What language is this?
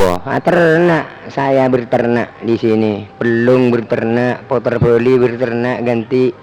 Madurese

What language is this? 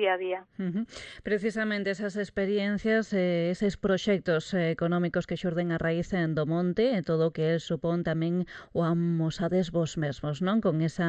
Galician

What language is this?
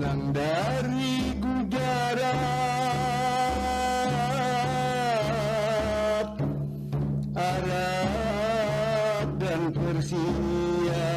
Banjar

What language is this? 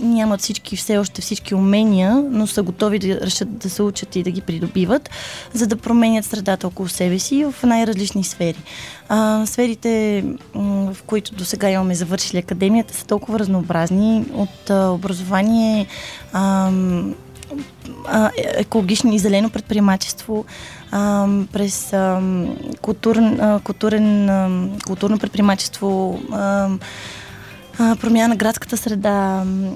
Bulgarian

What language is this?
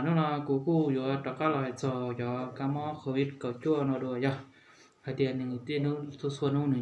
Hmong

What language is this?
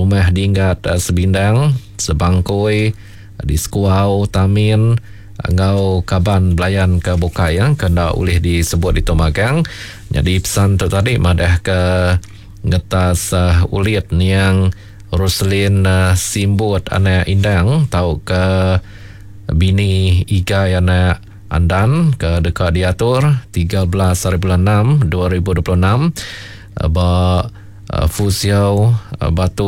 Iban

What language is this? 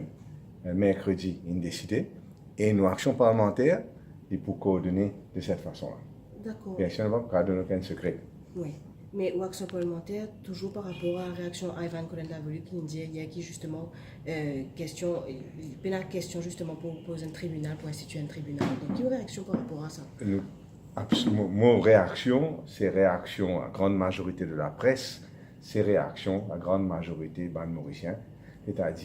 Morisyen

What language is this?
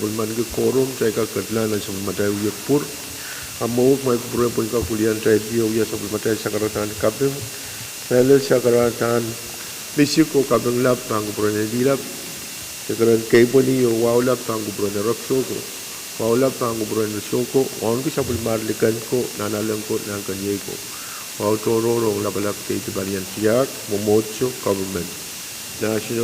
Pohnpeian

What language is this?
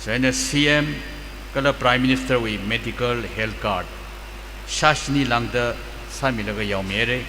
Tangkhul Naga (India)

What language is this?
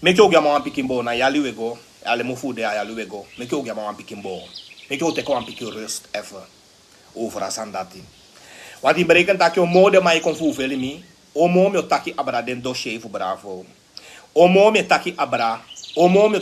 Sranan Tongo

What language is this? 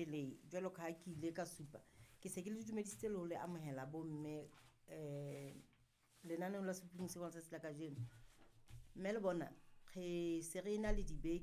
Southern Sotho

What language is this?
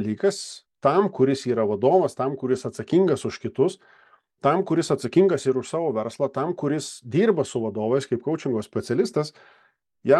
Lithuanian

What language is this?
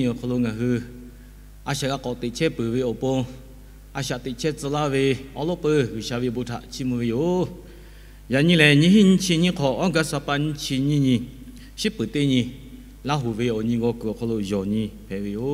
Lahu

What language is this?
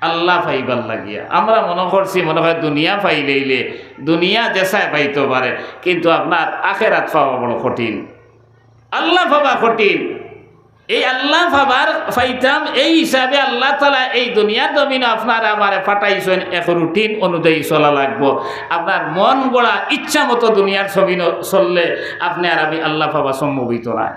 Sylheti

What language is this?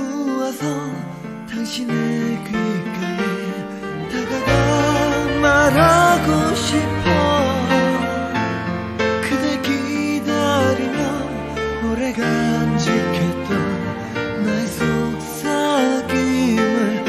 Korean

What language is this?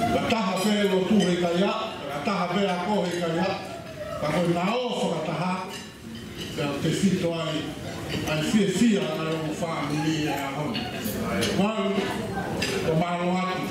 Tongan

